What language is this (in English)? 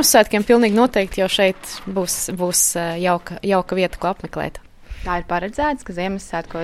Latvian